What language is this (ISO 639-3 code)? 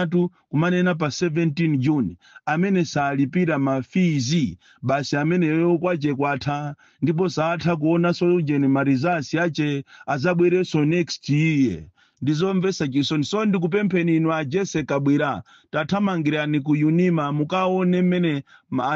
nya